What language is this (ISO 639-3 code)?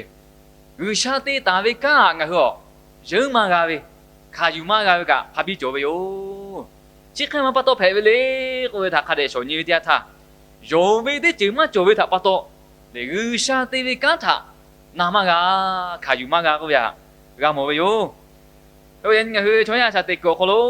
lhu